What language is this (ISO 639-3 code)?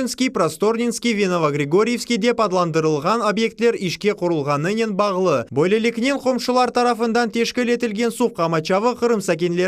crh